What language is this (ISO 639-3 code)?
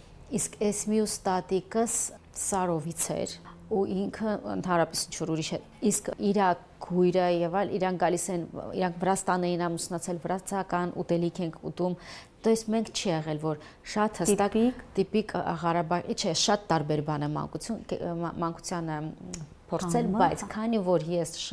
hye